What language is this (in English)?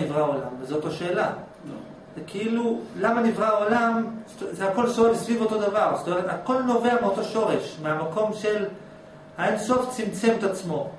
Hebrew